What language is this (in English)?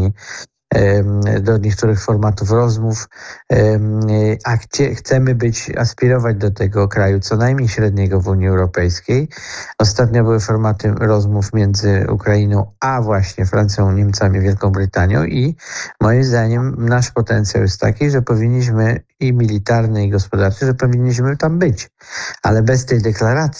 Polish